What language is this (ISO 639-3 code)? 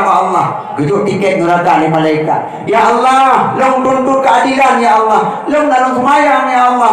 ace